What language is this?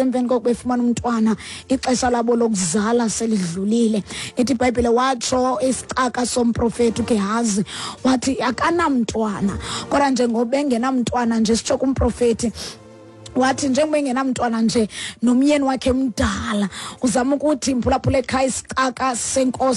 Xhosa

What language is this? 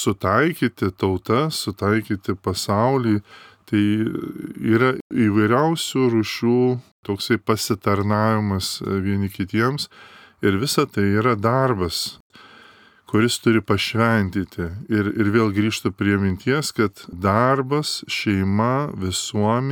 Lithuanian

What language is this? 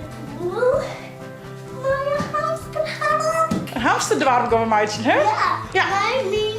Western Frisian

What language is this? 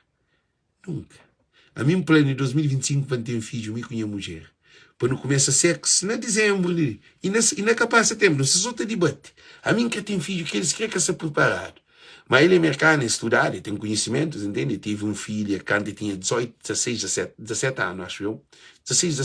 Kabuverdianu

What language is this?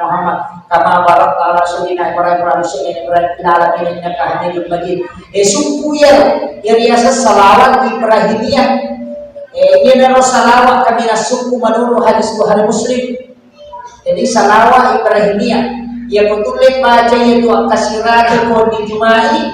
Buginese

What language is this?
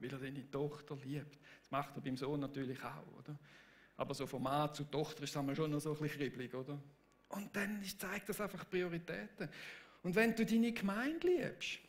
Swiss German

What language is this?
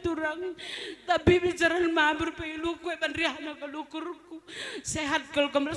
Batak Karo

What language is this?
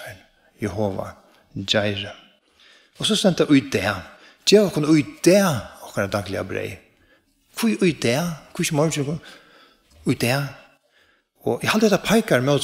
Faroese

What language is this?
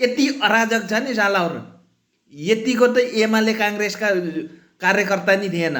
Nepali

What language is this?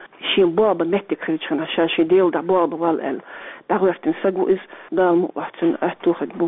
Chechen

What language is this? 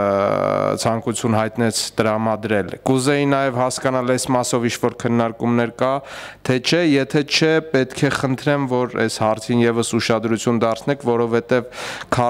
Armenian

